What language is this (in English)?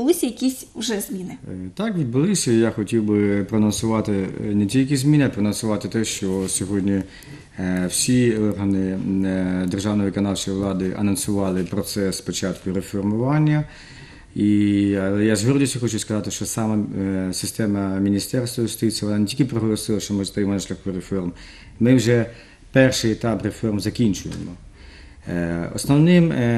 Ukrainian